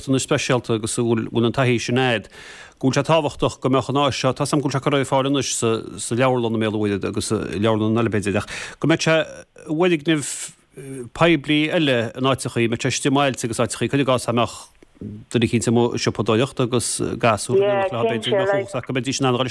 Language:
Irish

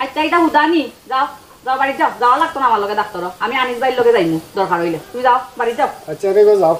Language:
Sylheti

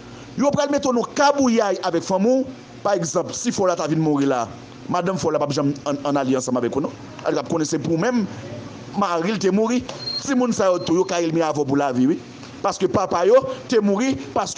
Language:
Haitian Creole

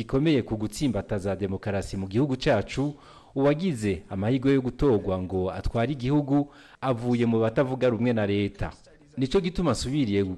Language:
Rundi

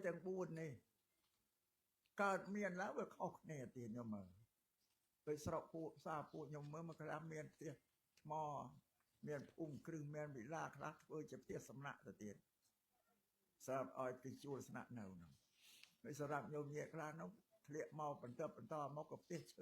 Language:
Khmer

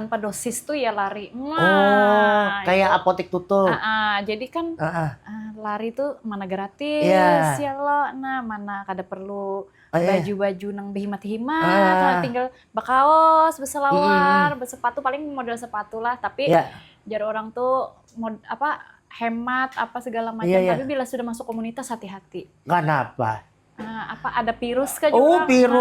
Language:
Banjar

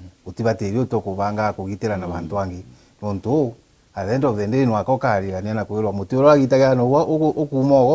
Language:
Meru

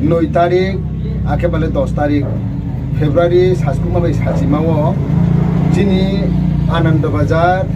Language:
Riang (India)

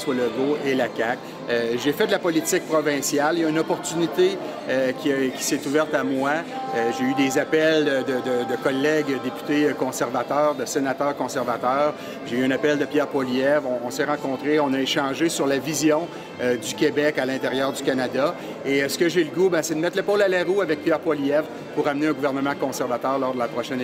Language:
French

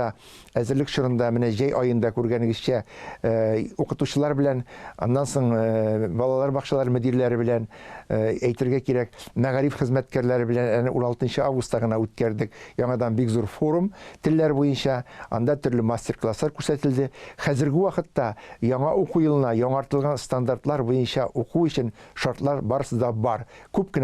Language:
Tatar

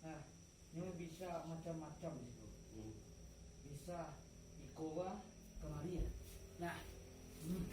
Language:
Minangkabau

